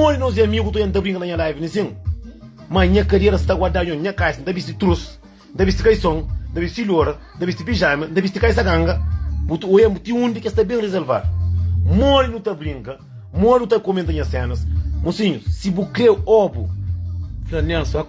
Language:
Kabuverdianu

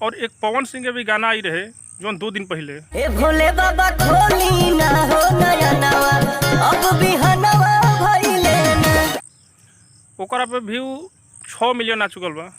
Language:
Bhojpuri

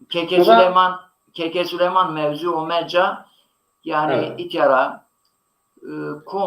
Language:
Zaza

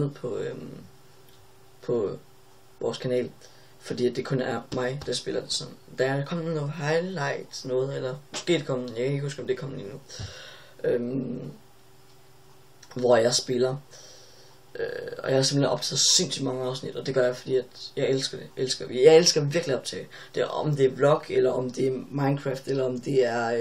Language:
Danish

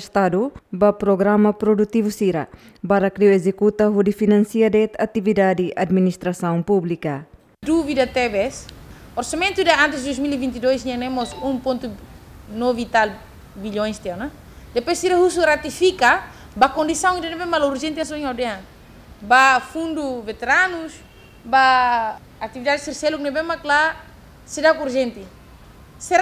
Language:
Tetum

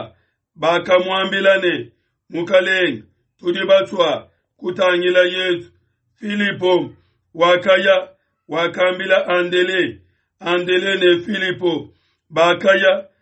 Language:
Luba-Lulua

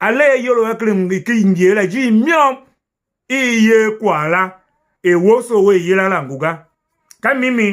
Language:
Tiv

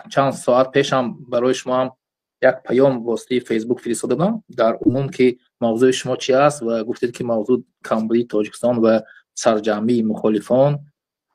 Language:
Tajik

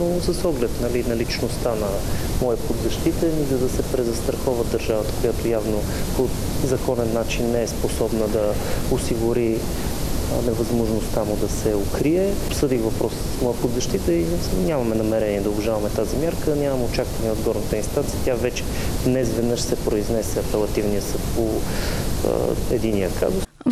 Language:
Bulgarian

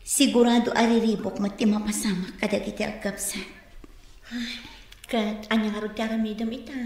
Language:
Iloko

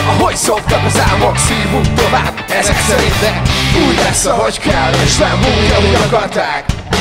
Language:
Hungarian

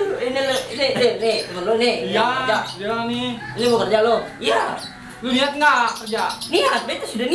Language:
Betawi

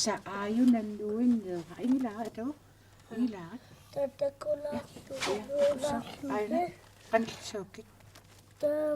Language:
Kalaallisut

